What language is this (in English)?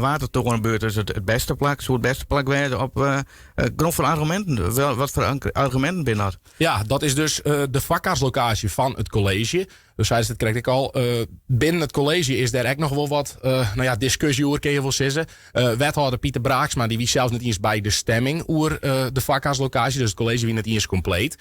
Western Frisian